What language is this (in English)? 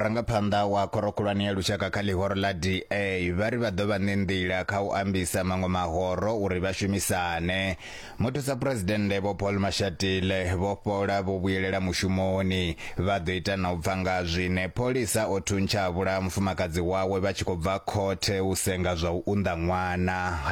Venda